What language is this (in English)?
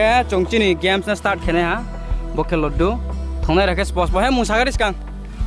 Riang (India)